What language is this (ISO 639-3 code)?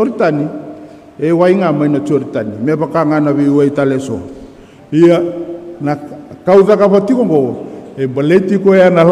fij